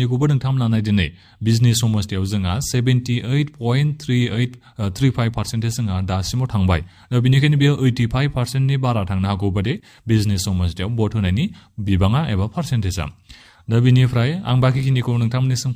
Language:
Bodo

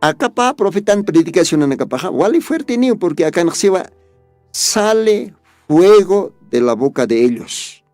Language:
Aymara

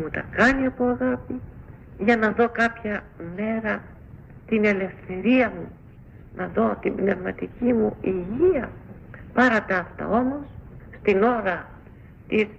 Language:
Greek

